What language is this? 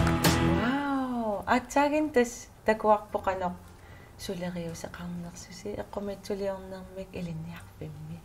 Kalaallisut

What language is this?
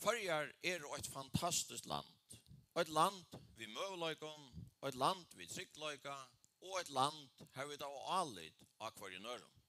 Faroese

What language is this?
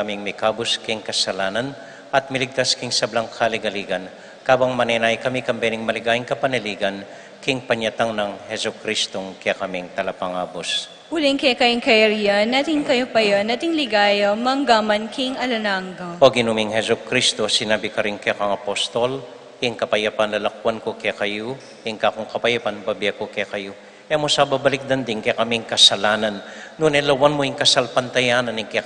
Pampanga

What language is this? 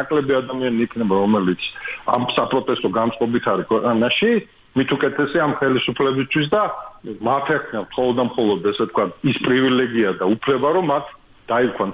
Georgian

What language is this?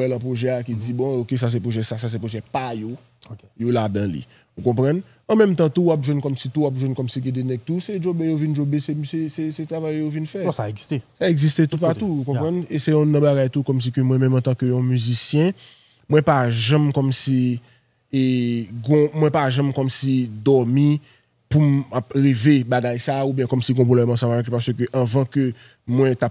Haitian Creole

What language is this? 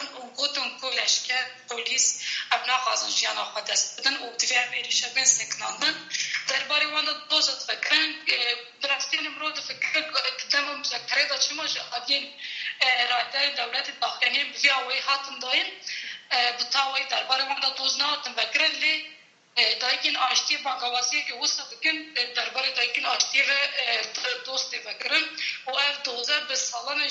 Kurdish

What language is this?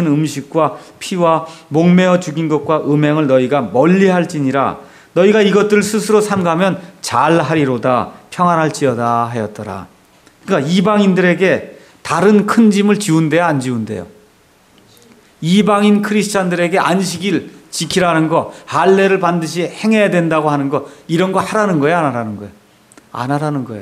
Korean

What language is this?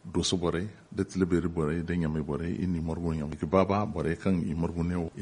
Zarma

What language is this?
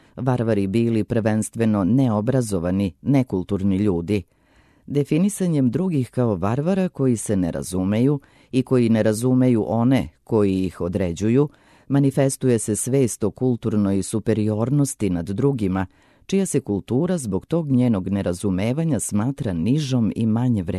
Serbian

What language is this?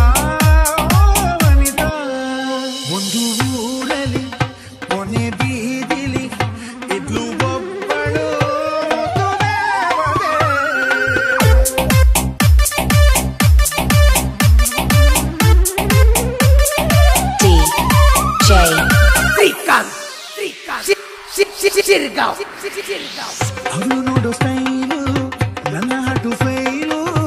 Kannada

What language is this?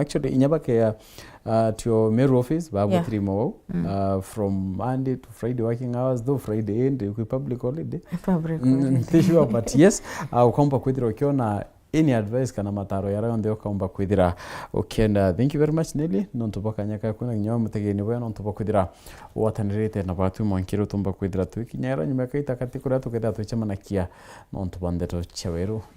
Meru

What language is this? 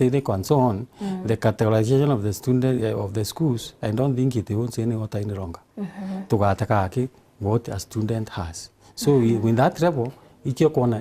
Meru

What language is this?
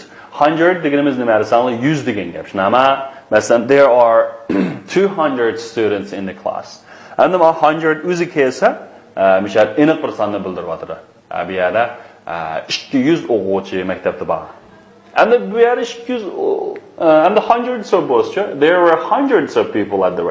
Uyghur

